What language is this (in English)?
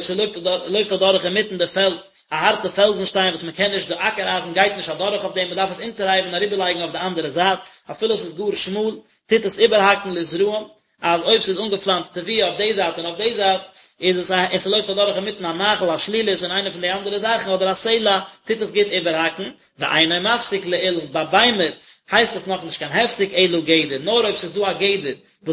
Yiddish